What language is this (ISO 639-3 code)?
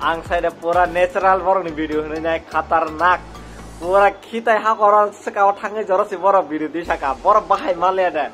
trp